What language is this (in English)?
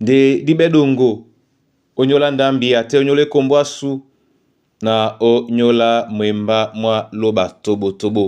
Duala